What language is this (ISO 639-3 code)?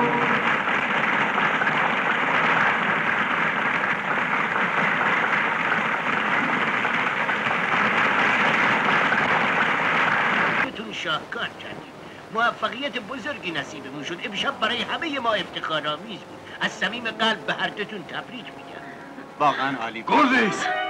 fas